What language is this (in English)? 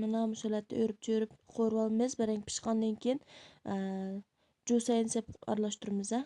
Uyghur